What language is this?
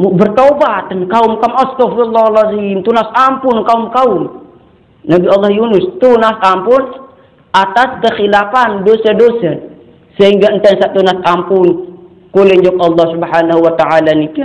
Sasak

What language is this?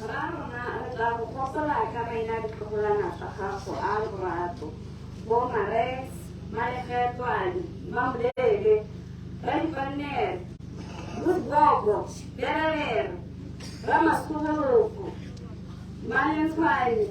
Tswana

